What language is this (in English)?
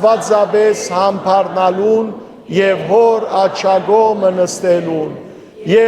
Western Armenian